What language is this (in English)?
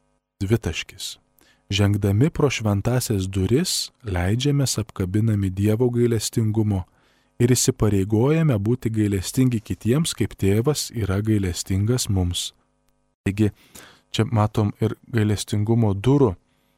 Lithuanian